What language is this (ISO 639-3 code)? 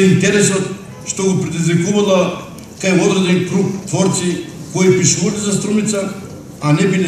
mkd